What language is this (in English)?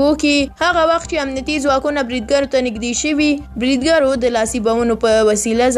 Pashto